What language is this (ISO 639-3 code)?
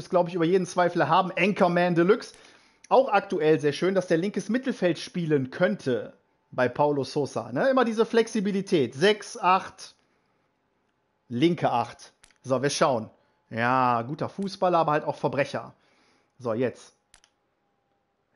deu